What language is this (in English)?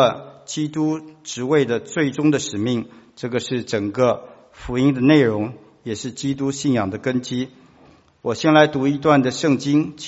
Chinese